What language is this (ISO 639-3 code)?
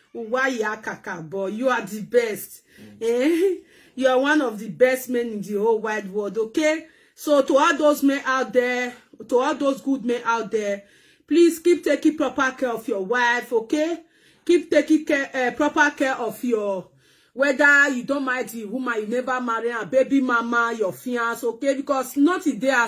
pcm